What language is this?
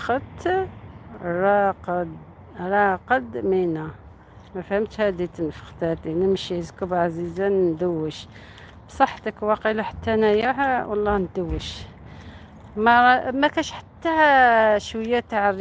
Algerian Arabic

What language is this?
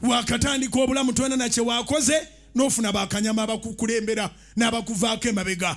Ganda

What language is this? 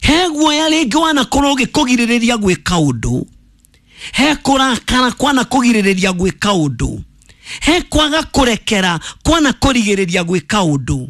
Kikuyu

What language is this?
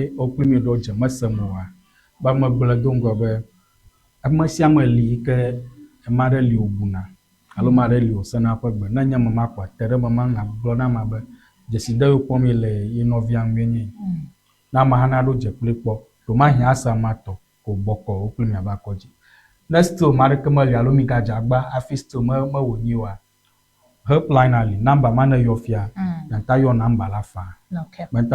Ewe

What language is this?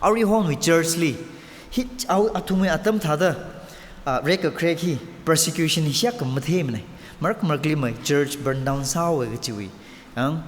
Tangkhul Naga (India)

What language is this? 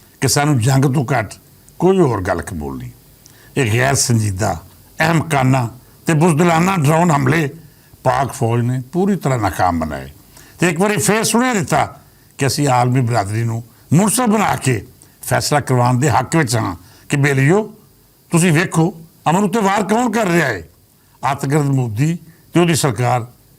Western Panjabi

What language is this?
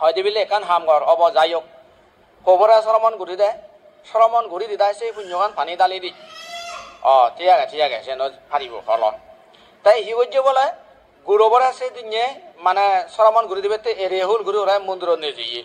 Chakma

